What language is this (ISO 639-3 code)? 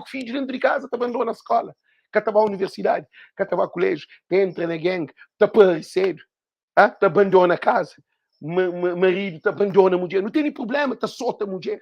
kea